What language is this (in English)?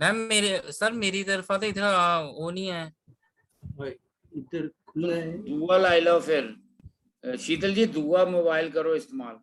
Dogri